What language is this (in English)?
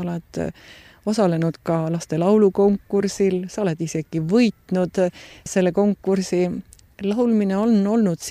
Estonian